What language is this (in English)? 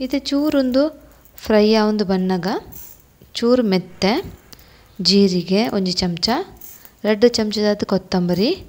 Tulu